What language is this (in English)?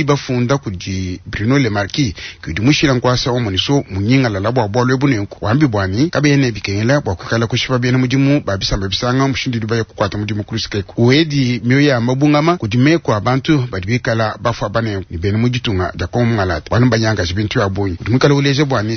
Luba-Lulua